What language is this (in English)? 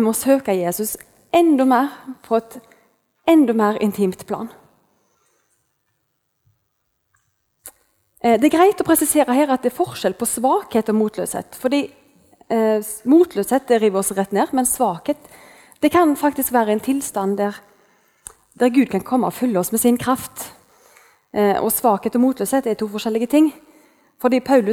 Norwegian